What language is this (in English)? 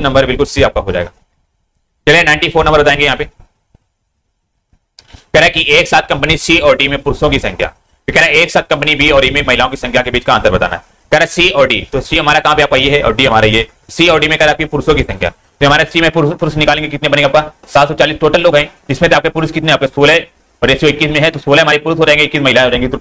Hindi